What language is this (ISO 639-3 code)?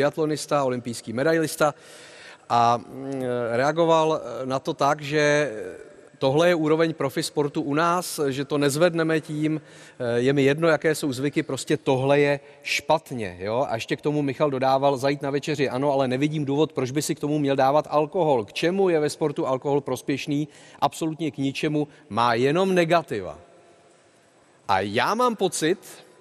ces